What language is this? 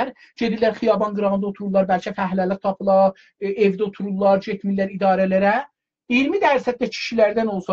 South Azerbaijani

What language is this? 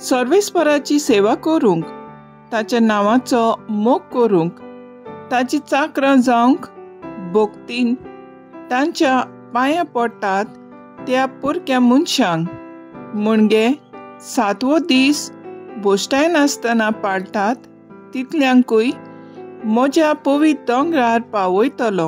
Konkani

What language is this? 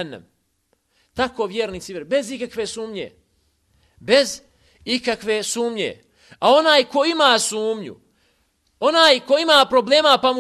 Bosnian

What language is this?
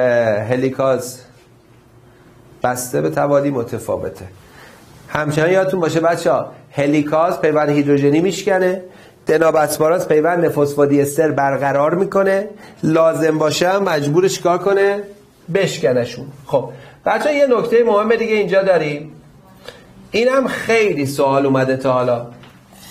Persian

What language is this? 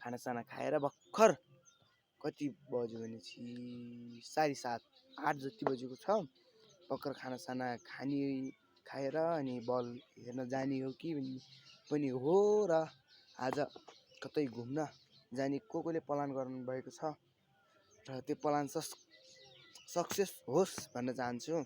Nepali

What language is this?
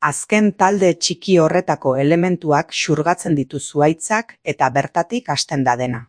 Basque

